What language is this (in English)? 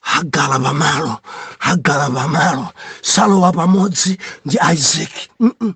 Nyanja